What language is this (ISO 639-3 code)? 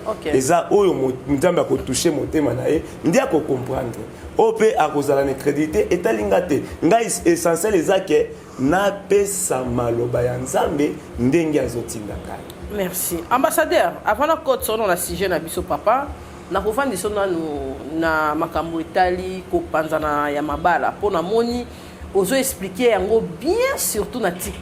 lin